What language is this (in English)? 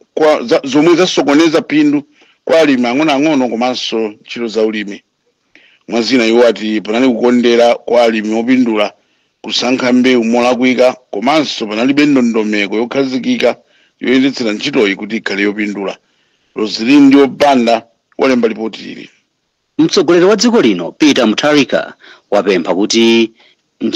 Nyanja